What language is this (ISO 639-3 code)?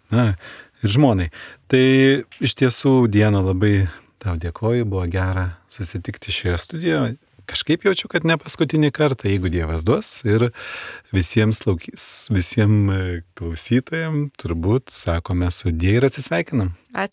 lit